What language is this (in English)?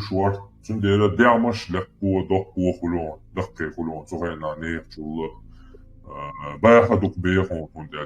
Chechen